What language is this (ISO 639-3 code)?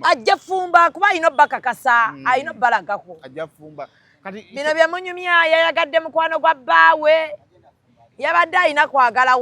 lug